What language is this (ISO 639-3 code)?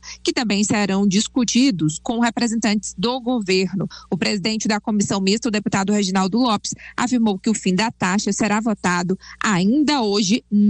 por